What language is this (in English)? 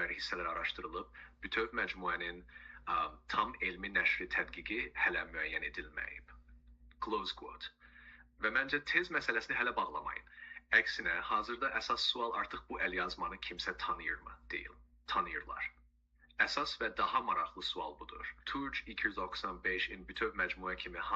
South Azerbaijani